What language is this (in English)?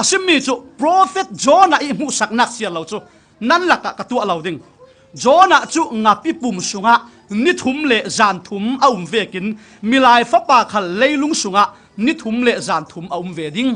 Falam Chin